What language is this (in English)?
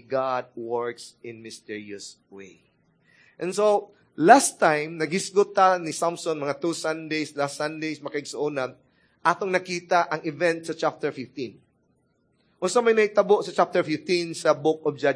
Cebuano